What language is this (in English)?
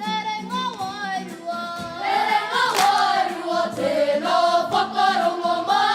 Māori